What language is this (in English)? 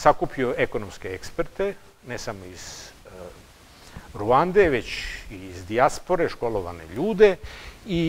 Serbian